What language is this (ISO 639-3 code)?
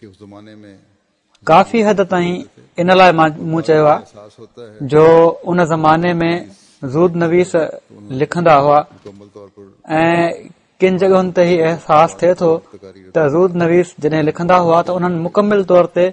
snd